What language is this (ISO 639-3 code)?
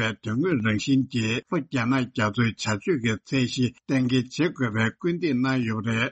bod